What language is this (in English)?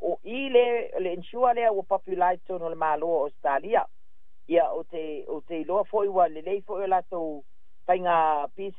Samoan